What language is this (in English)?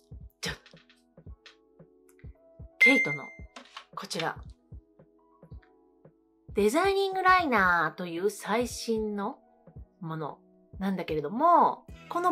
Japanese